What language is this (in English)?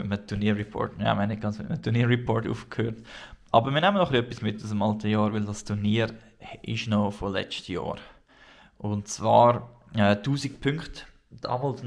Swiss German